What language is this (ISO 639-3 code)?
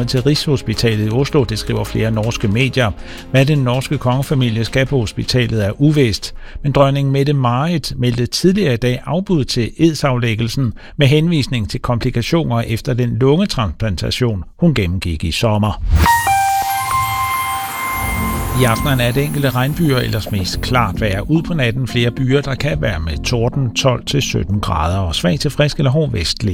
dan